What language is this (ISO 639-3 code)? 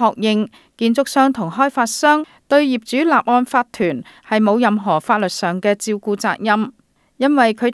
yue